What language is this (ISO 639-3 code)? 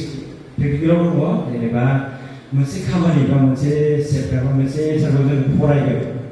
brx